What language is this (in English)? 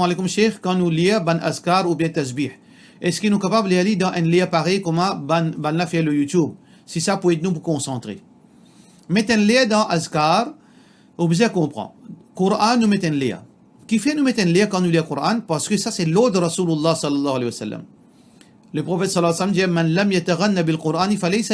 Morisyen